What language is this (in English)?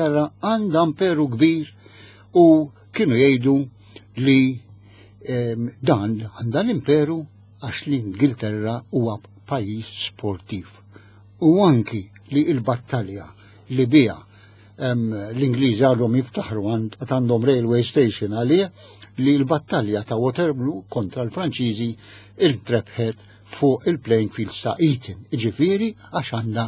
Maltese